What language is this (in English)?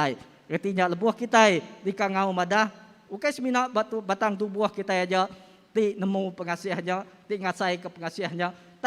Iban